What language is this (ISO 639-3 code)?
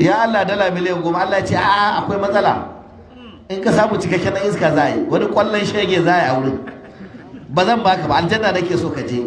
hau